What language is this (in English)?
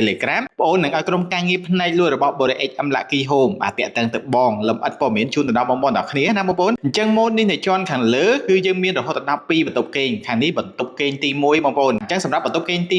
Khmer